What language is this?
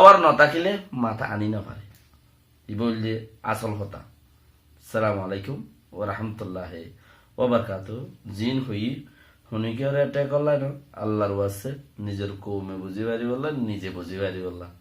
Rohingya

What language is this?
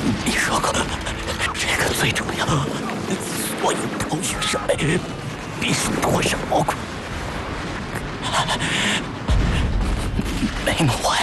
Chinese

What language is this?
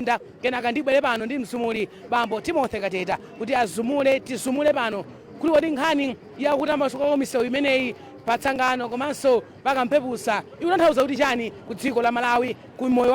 Nyanja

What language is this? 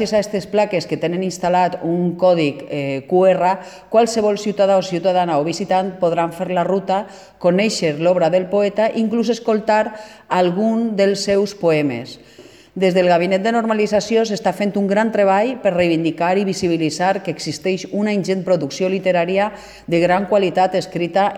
Catalan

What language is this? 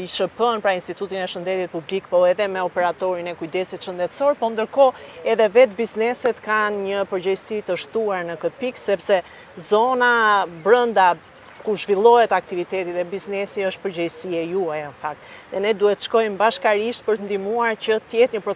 Albanian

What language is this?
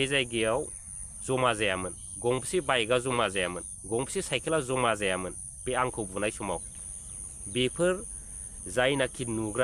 Bodo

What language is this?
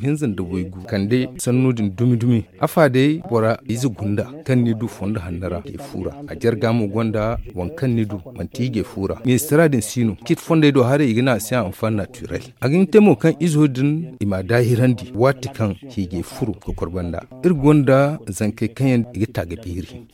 Zarma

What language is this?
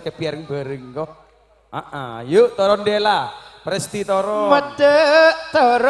Madurese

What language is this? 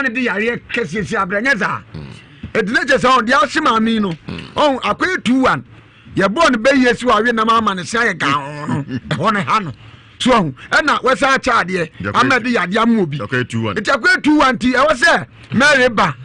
Akan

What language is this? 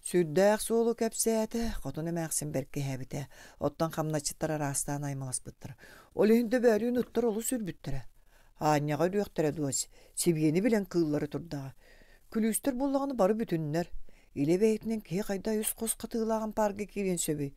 Yakut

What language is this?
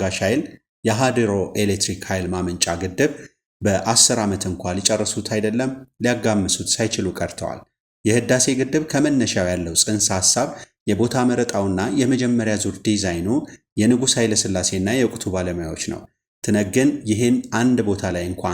Amharic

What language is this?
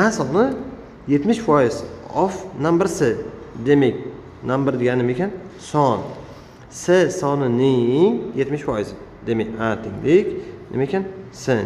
Uzbek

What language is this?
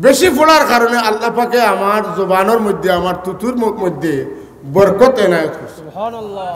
Sylheti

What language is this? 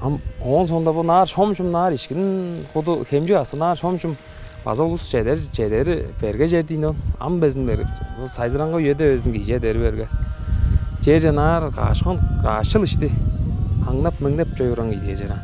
Tuvinian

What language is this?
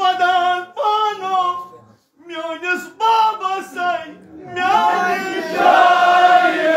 Kashmiri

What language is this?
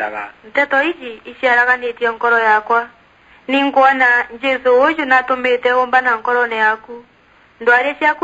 Meru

